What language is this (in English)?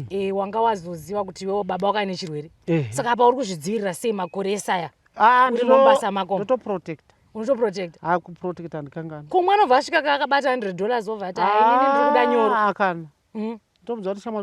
Shona